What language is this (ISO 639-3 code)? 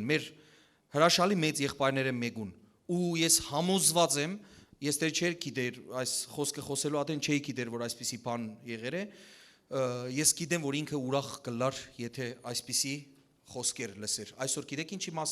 hyw